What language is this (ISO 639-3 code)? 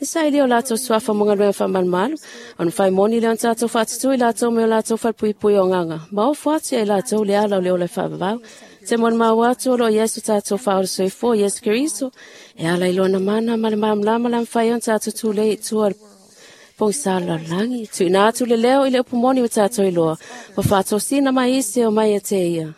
smo